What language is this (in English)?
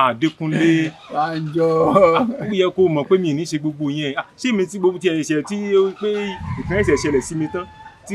Yoruba